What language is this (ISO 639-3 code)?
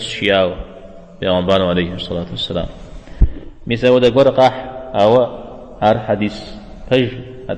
kbd